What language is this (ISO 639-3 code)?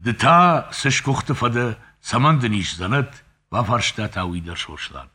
oss